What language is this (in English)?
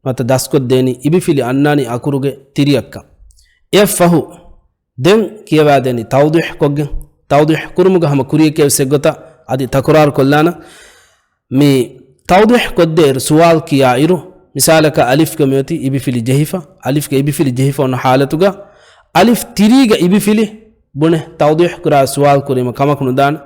Divehi